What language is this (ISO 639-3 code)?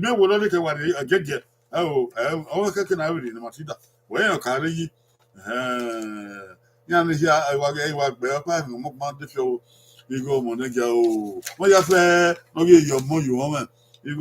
bin